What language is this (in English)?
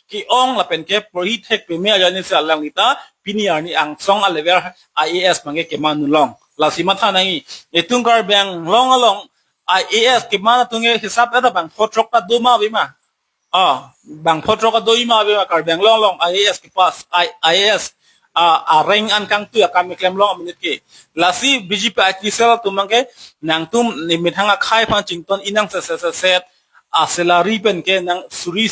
Karbi